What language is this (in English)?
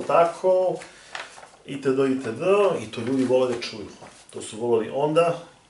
Serbian